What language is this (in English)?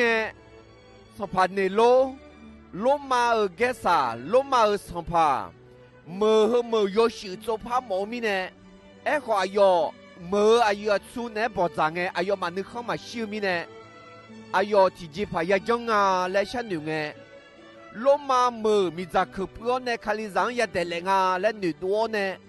Akha